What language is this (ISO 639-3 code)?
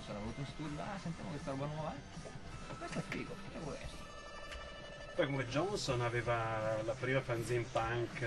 ita